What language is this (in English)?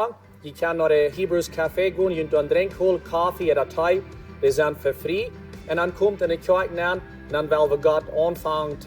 Plautdietsch